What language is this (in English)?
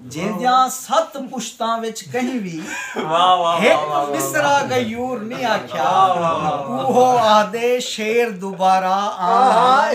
Saraiki